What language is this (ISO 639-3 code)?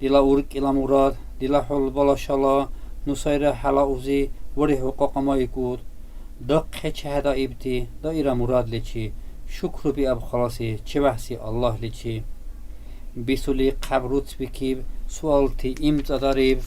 dar